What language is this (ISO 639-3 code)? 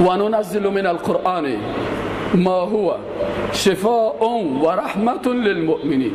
fas